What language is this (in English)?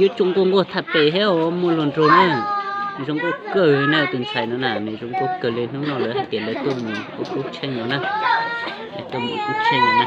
Hmong